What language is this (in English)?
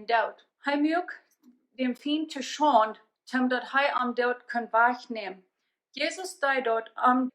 Plautdietsch